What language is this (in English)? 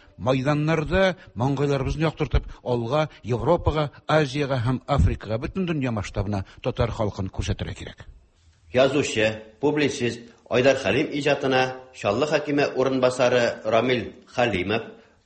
Tatar